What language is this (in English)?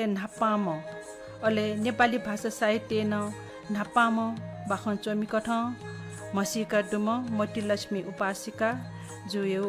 Newari